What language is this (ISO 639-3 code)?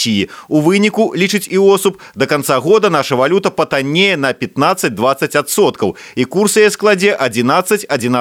bel